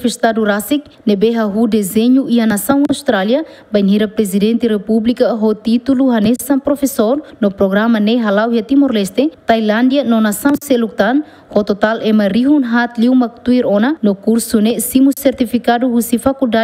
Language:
Tetum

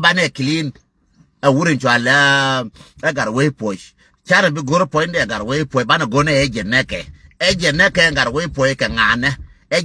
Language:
Nuer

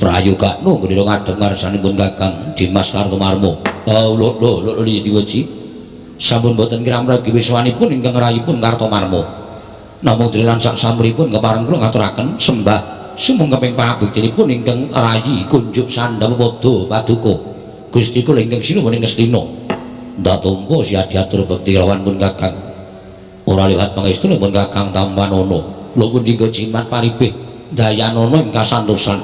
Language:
Javanese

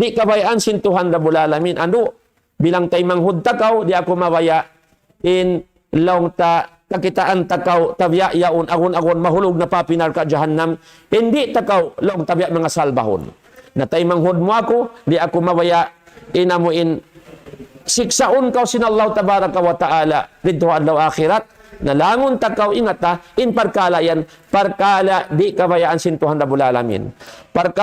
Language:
Tausug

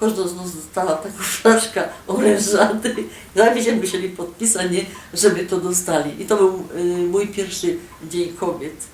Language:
Silesian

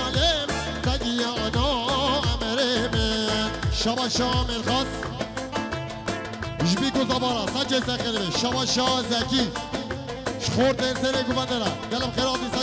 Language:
Kurdish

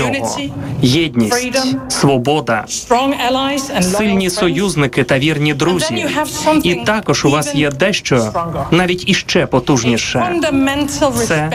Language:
Ukrainian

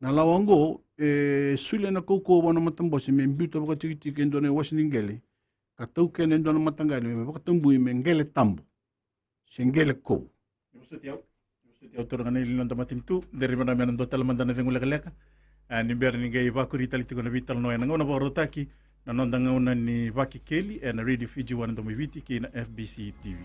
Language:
Fijian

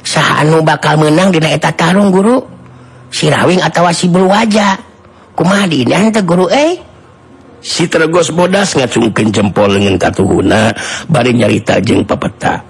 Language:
Sundanese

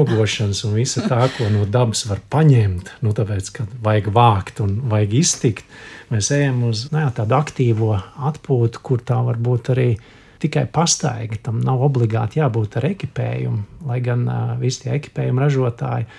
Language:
Latvian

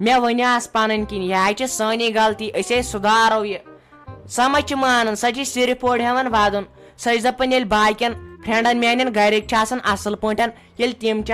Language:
Kashmiri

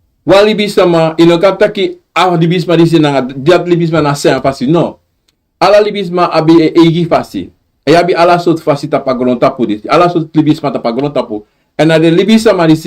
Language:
Sranan Tongo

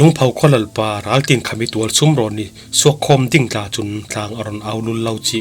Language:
Falam Chin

